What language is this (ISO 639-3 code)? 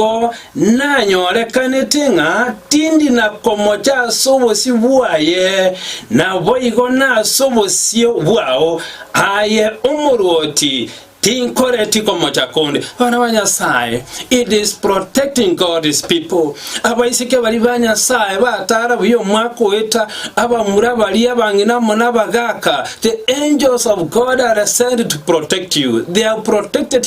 guz